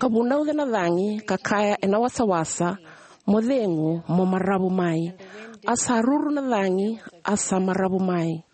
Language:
Fijian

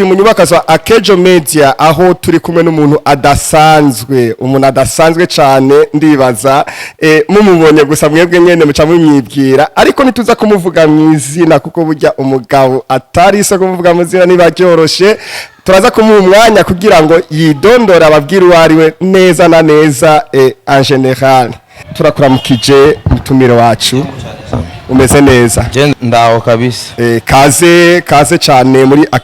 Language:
Rundi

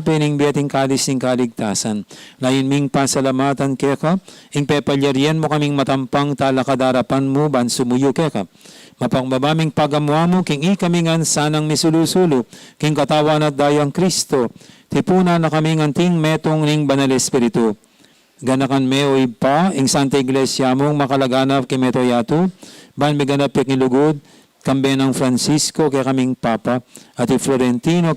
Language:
Pampanga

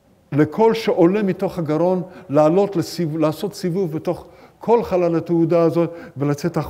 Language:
Hebrew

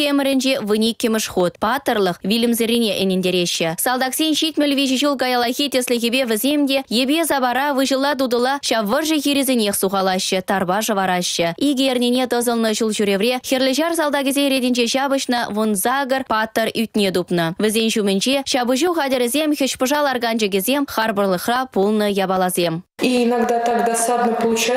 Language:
Chuvash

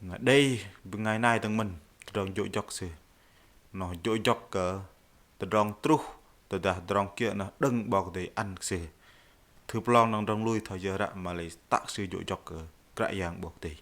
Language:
Bahnar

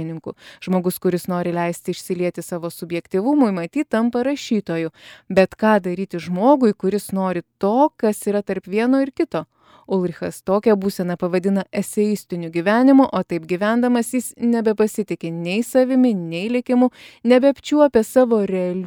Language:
Lithuanian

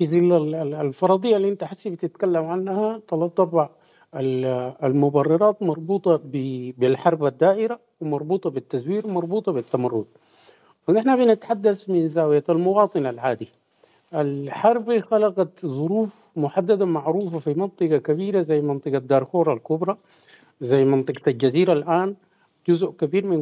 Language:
Sudanese Arabic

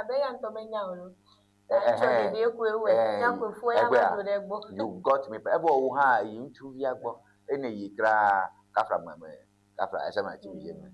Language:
Ewe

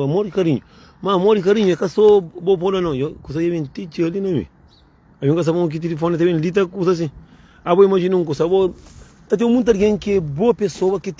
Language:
Kabuverdianu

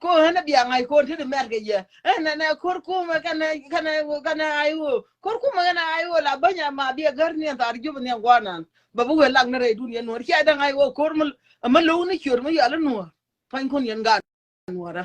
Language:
Nuer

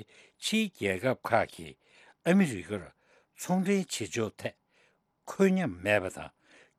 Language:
Tibetan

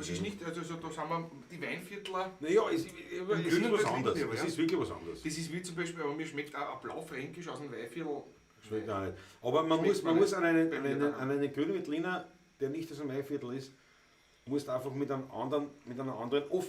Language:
Bavarian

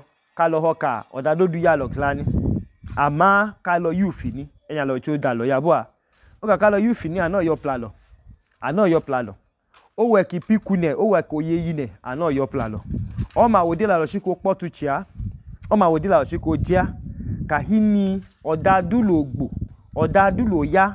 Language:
Idoma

